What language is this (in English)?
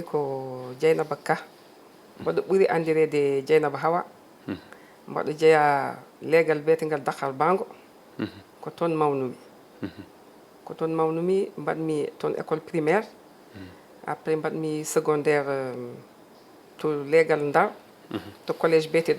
Fula